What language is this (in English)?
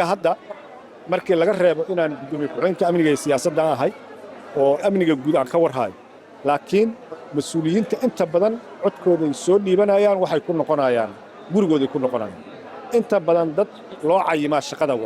Somali